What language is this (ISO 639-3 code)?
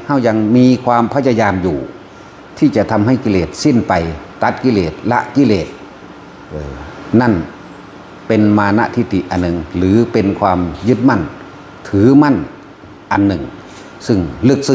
tts